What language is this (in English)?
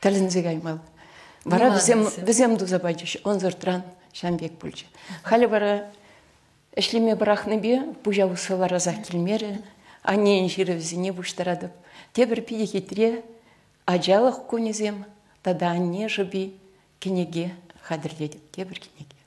Chuvash